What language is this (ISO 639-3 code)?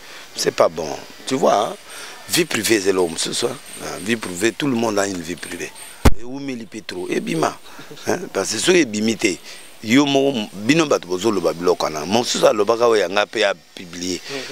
lin